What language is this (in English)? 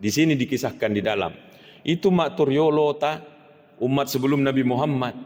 Buginese